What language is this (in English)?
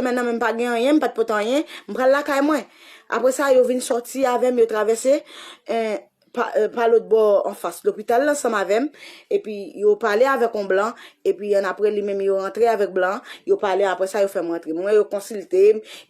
Haitian Creole